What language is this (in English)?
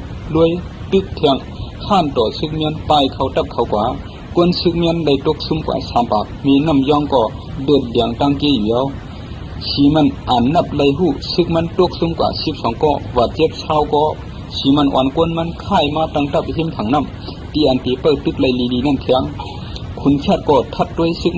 Shan